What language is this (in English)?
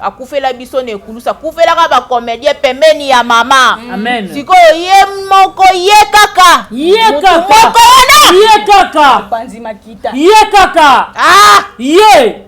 Lingala